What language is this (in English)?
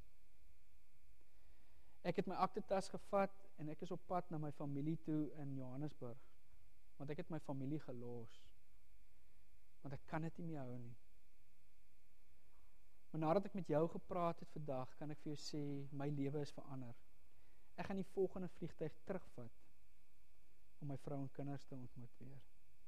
Afrikaans